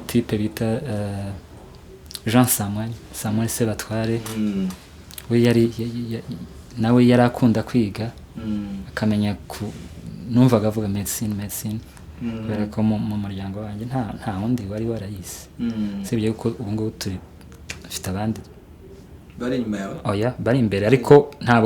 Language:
Kinyarwanda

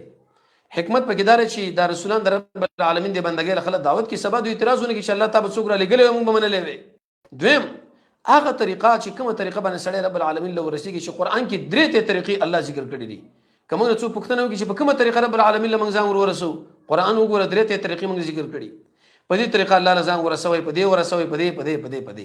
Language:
Pashto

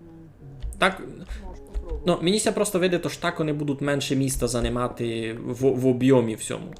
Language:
Rusyn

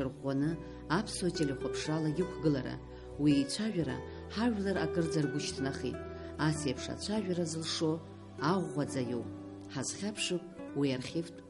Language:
Abkhazian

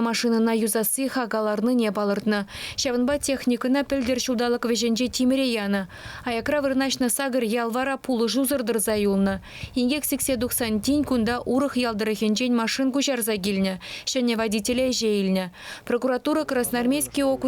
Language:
Chuvash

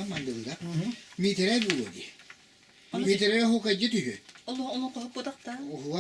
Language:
Yakut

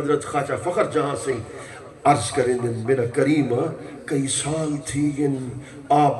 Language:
Saraiki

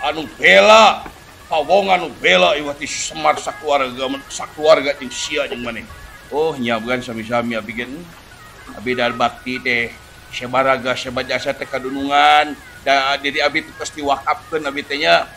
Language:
Sundanese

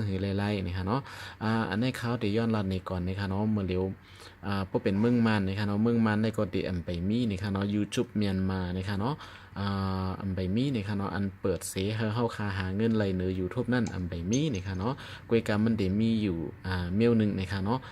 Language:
Shan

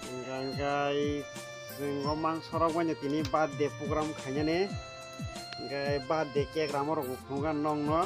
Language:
Kok Borok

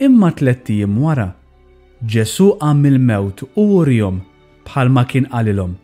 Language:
Maltese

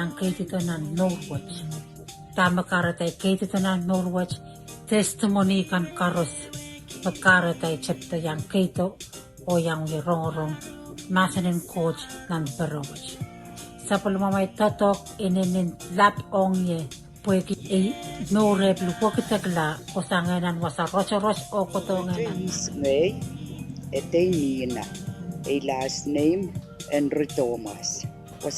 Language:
Pohnpeian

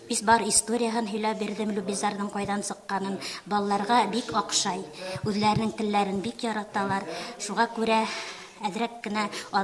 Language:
Bashkir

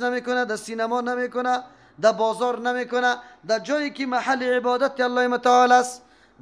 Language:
Persian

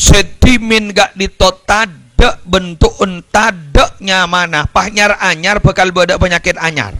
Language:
Madurese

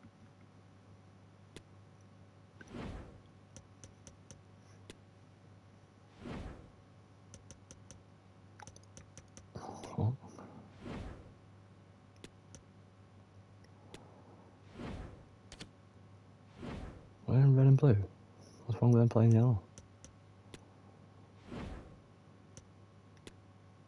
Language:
English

